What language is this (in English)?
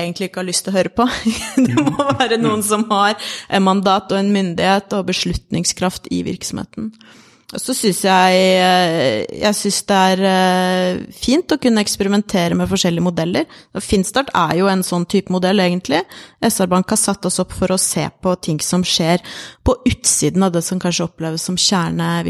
Norwegian